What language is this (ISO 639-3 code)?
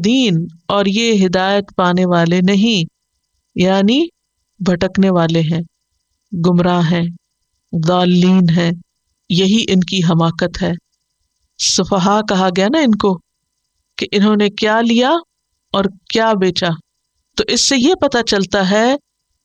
urd